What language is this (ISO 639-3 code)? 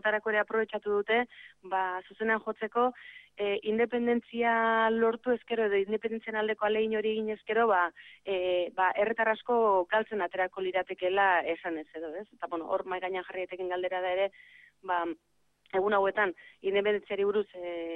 eus